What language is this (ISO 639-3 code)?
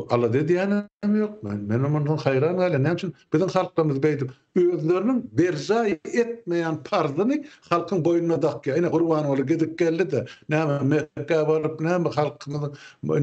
tuk